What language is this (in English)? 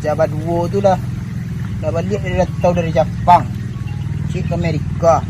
Minangkabau